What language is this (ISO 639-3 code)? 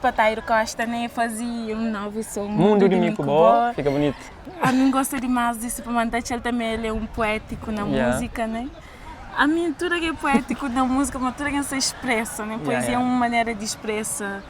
kea